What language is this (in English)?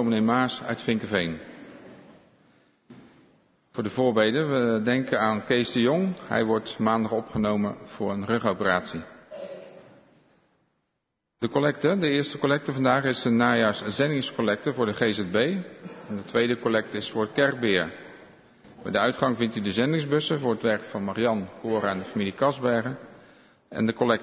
Dutch